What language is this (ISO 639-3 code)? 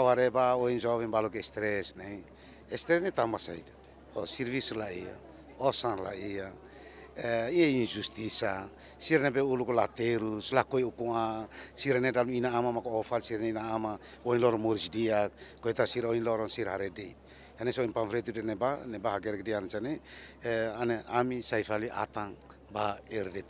tet